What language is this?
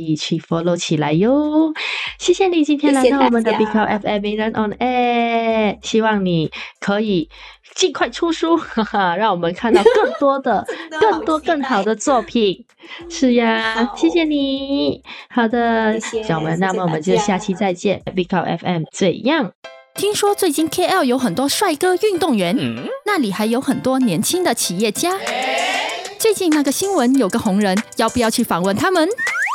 Chinese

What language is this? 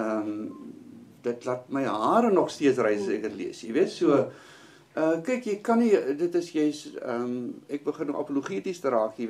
Afrikaans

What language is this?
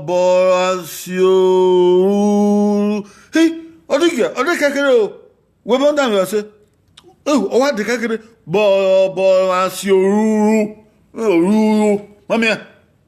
Bini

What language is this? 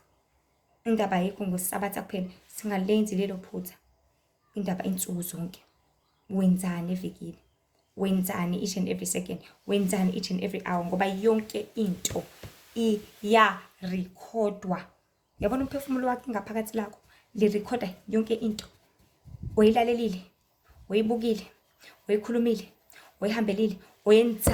Zulu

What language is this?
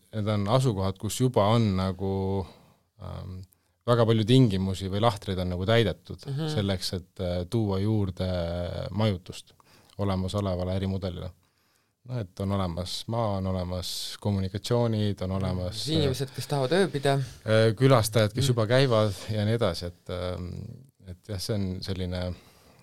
Estonian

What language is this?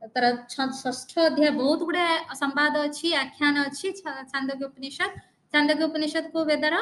Odia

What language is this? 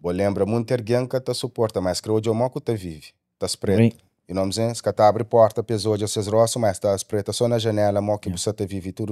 Kabuverdianu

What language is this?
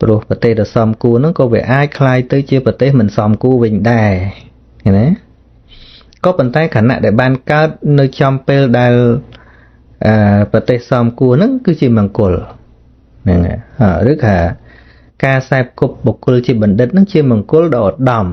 Khmer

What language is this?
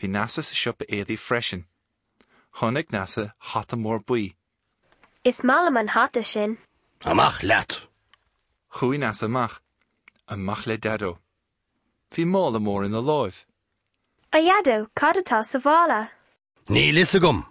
Irish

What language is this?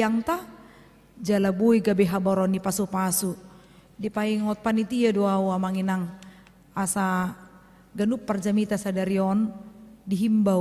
Batak Toba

